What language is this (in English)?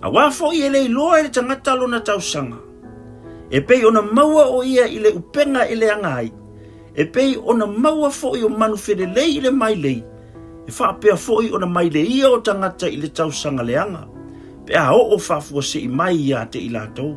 Samoan